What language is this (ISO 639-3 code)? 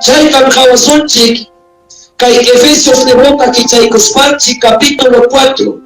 quy